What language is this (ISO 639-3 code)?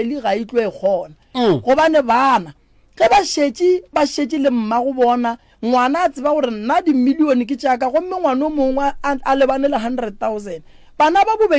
nso